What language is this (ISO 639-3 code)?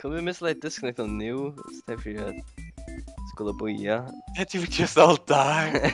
fao